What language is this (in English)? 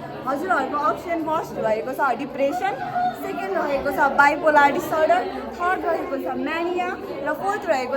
Nepali